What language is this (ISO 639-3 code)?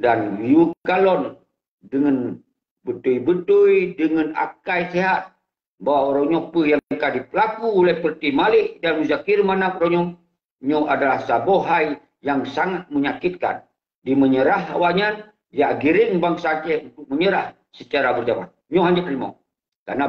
ace